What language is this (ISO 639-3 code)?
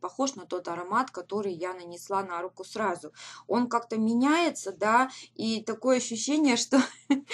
rus